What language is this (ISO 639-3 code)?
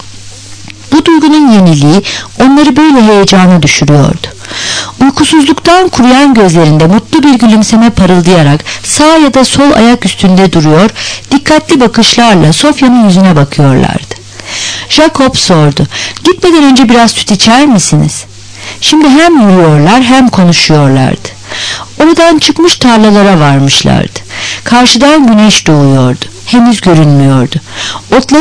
tur